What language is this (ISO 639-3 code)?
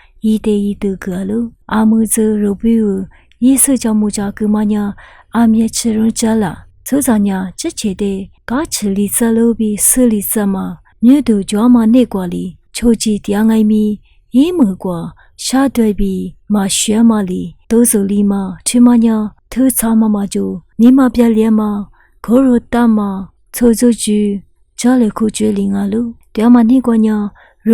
lis